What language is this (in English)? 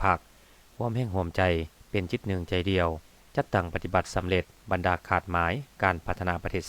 Lao